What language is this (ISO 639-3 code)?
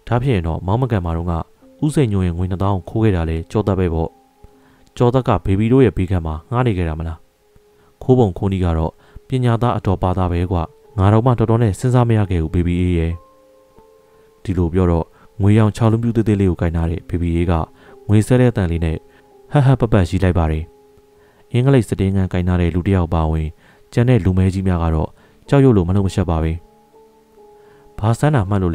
mya